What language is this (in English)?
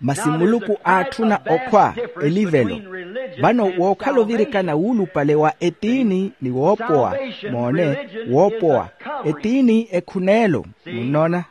Makhuwa